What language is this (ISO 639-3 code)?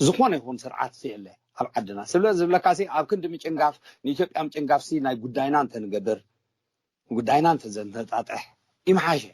tir